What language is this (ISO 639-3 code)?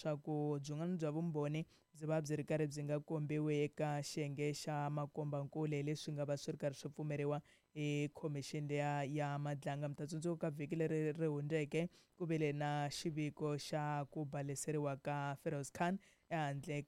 tso